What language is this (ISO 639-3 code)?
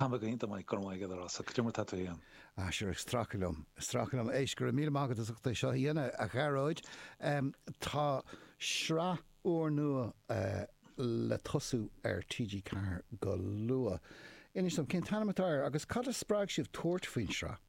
gle